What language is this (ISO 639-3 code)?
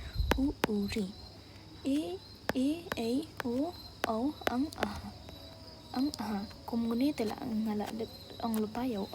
kha